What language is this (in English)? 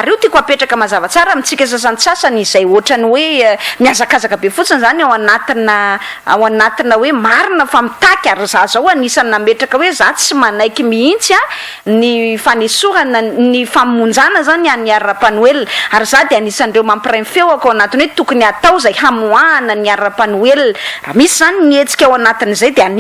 Malagasy